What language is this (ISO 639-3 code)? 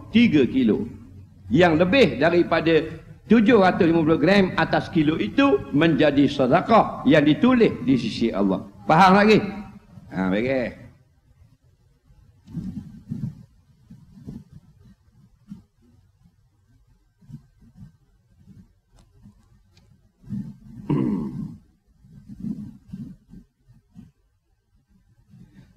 msa